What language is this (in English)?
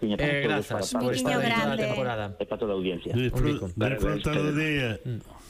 Galician